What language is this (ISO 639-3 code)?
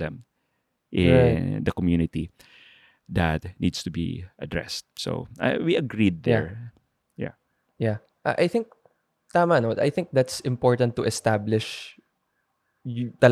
fil